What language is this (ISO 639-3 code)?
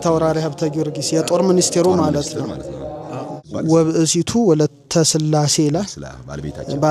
amh